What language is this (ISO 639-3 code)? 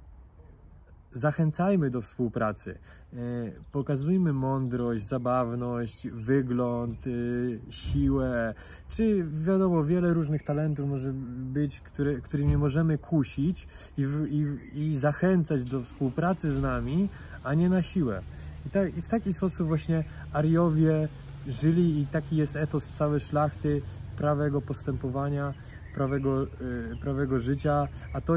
pol